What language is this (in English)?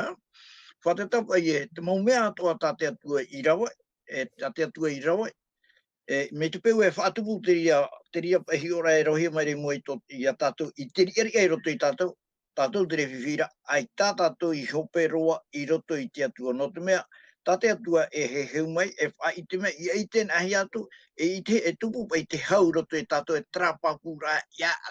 Tahitian